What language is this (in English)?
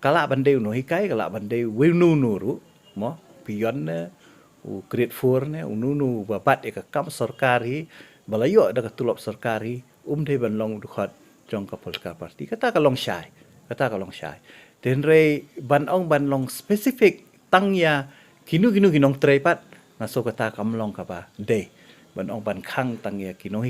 Khasi